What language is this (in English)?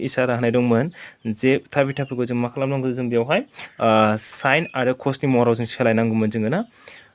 Bodo